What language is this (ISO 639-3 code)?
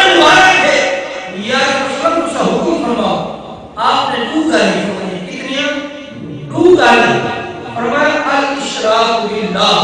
skr